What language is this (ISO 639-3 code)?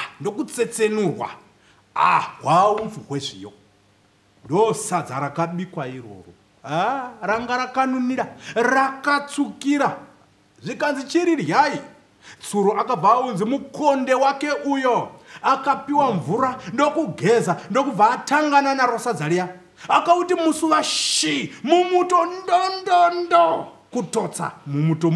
sna